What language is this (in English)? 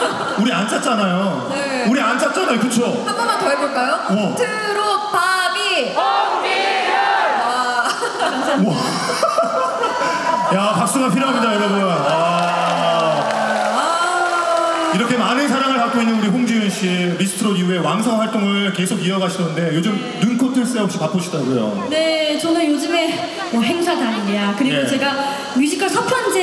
Korean